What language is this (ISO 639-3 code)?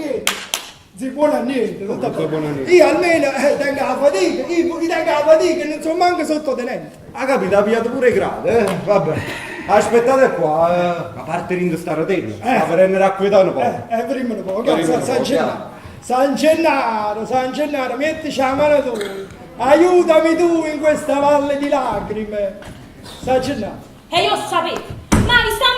nap